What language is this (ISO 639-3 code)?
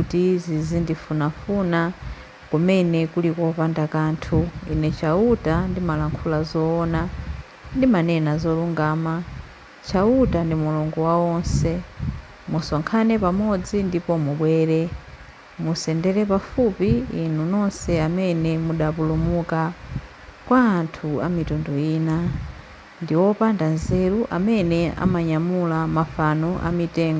nya